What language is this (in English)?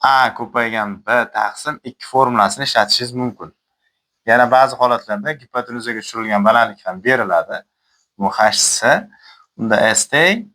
Uzbek